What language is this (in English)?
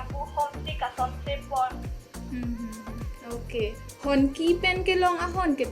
Karbi